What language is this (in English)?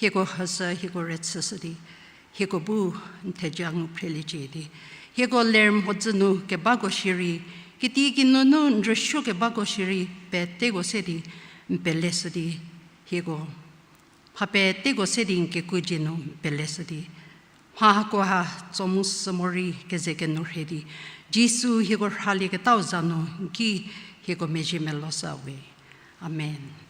Angami Naga